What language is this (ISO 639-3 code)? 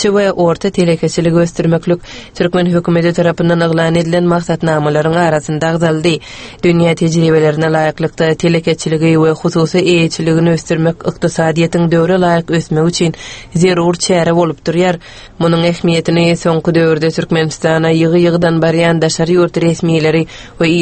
tuk